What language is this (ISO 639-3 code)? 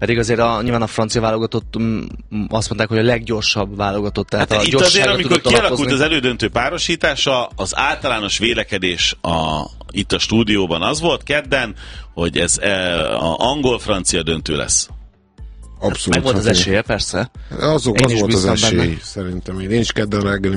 hun